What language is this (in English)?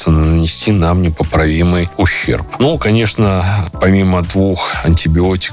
Russian